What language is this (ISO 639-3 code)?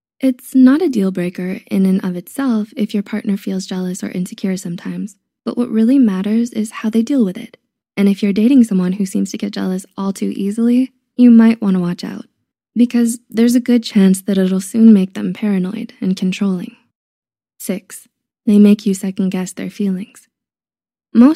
eng